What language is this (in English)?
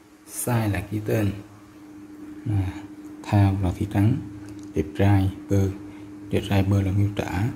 Vietnamese